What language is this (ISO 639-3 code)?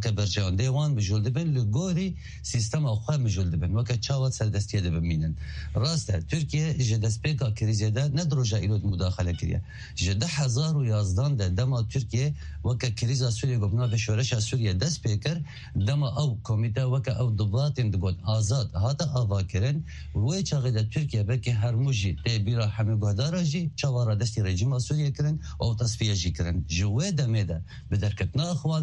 kur